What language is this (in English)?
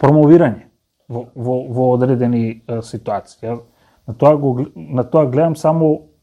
Macedonian